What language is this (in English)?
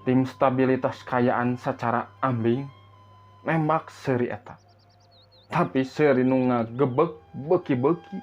Sundanese